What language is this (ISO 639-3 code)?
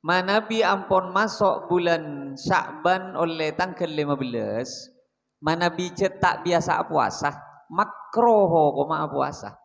mad